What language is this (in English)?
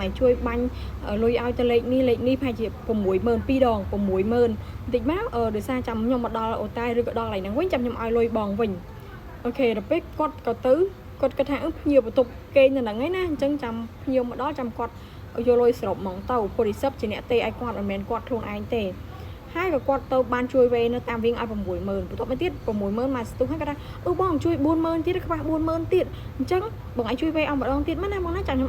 Khmer